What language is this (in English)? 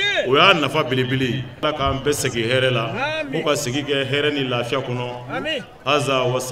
Bambara